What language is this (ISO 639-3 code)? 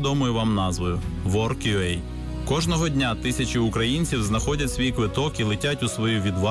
ukr